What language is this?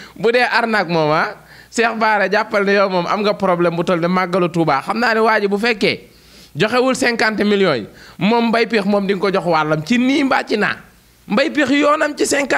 Wolof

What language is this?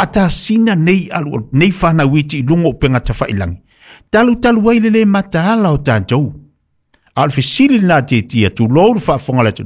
Samoan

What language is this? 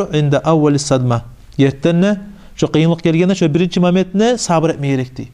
Kumyk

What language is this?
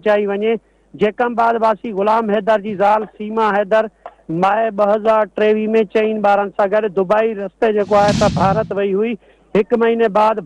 Sindhi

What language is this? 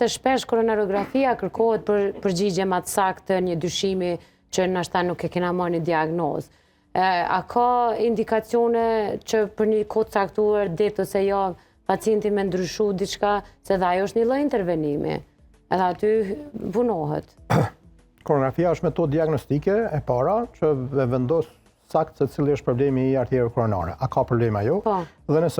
Albanian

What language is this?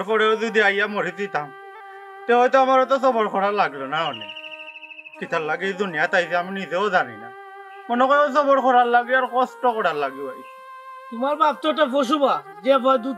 Sylheti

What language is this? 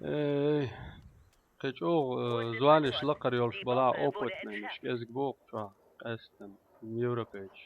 Chechen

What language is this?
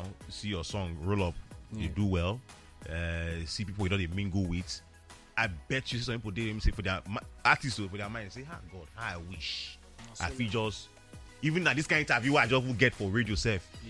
Nigerian Pidgin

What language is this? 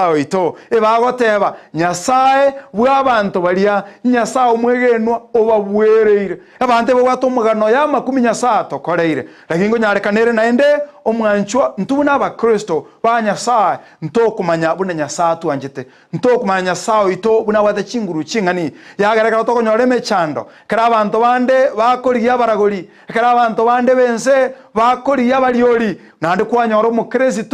Gusii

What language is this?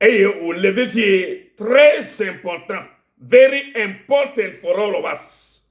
Ewe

